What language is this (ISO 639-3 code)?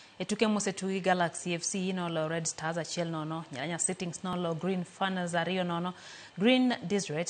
luo